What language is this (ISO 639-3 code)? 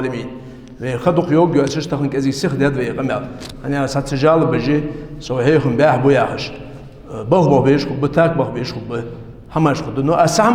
inh